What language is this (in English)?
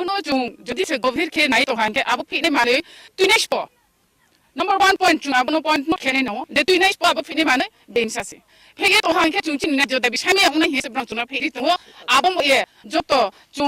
Kok Borok